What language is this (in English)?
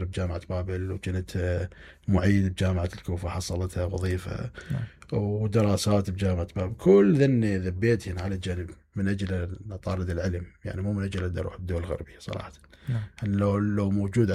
Mesopotamian Arabic